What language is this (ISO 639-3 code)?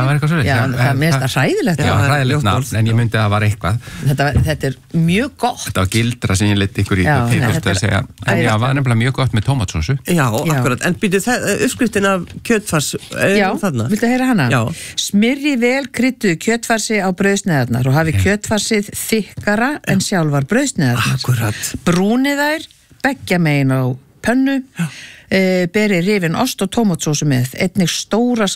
isl